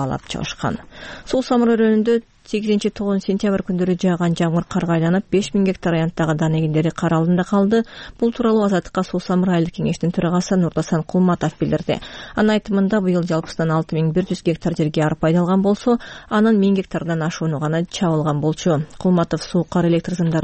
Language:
Kyrgyz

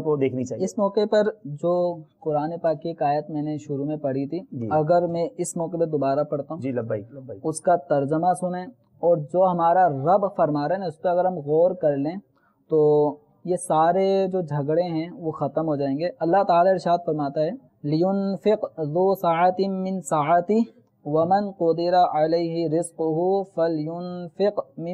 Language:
Urdu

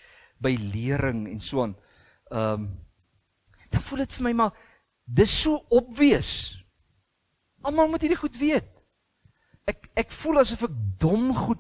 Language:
Afrikaans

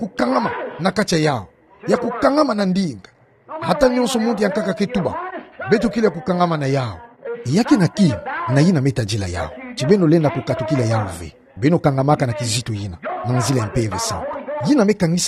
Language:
Kituba (Democratic Republic of Congo)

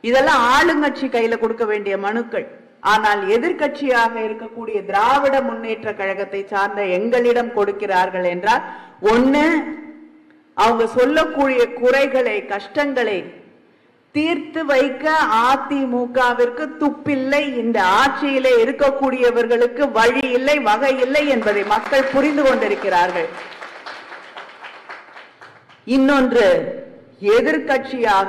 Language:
Tamil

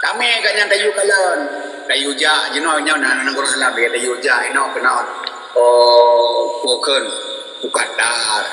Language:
Achinese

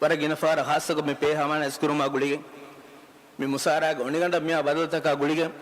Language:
Divehi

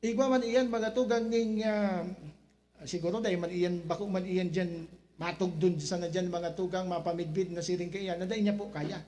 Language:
Bikol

